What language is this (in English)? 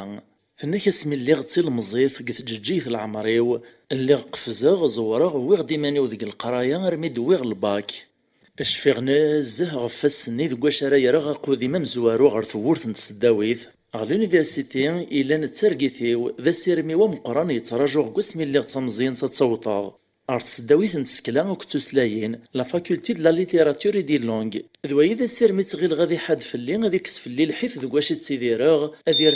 Kabyle